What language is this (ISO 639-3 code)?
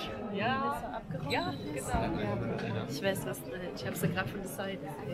deu